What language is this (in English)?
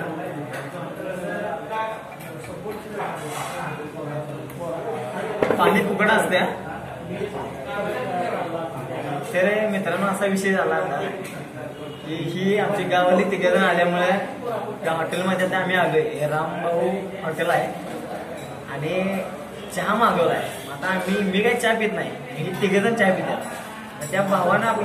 Marathi